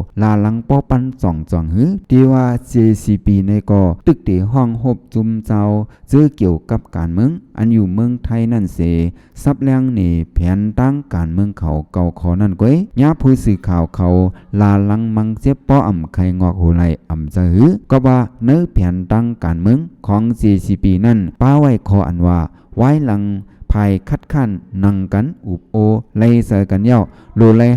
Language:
Shan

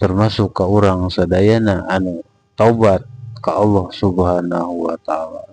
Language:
Sundanese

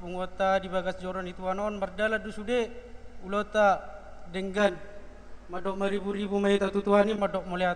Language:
Batak Toba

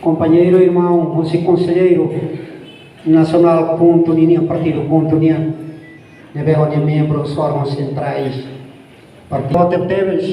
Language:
Tetum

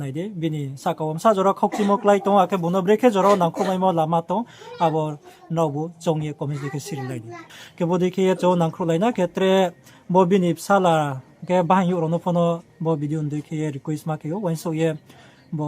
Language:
Riang (India)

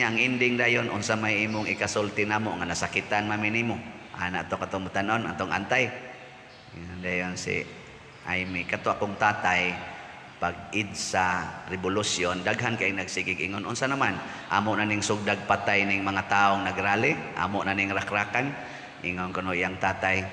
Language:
Cebuano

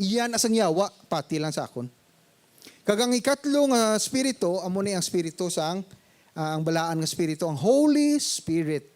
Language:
Hiligaynon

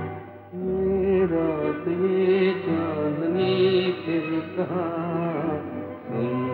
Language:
Hindi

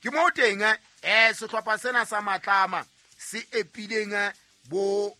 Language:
Southern Sotho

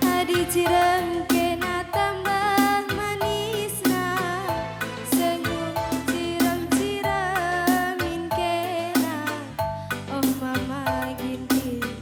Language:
Batak Karo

